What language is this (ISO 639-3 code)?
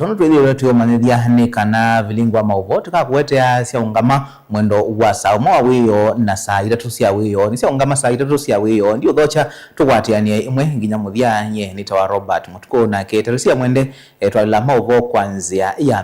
kam